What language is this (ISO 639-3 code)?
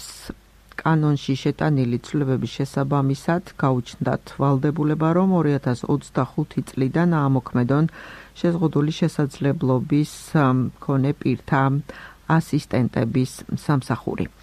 kat